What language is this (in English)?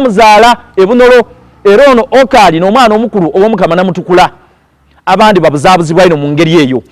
Soga